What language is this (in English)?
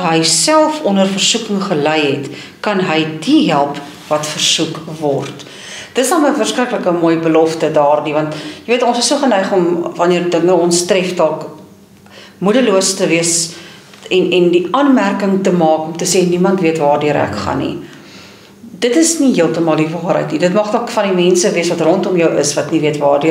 Afrikaans